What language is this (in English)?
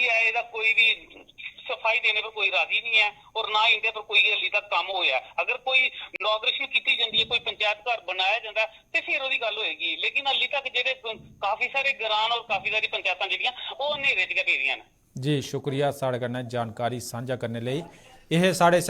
Dogri